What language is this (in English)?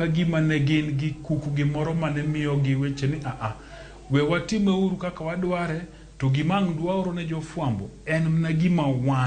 Luo (Kenya and Tanzania)